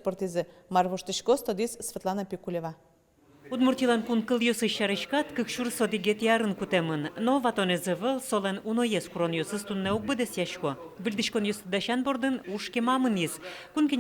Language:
Udmurt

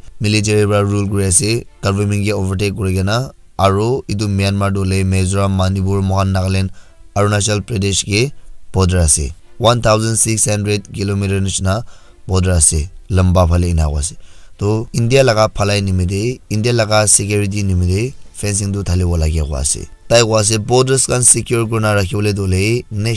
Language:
Naga Pidgin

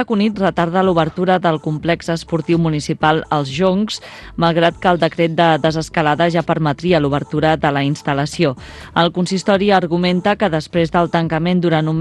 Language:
Catalan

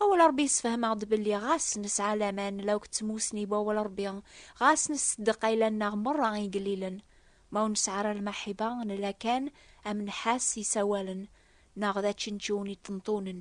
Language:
Kabyle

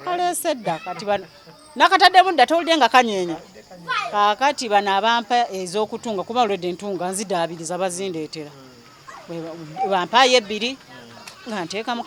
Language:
Ganda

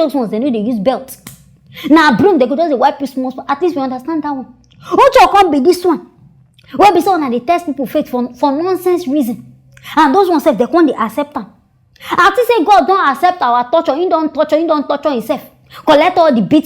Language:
Nigerian Pidgin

